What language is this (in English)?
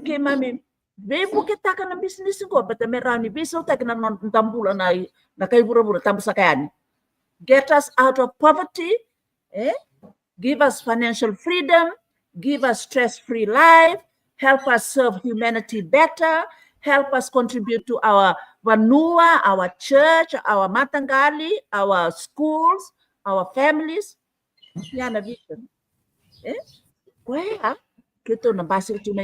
Fijian